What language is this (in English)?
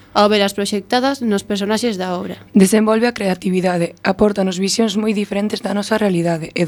Galician